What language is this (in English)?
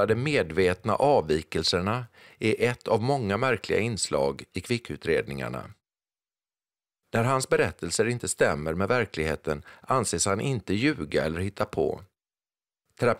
Swedish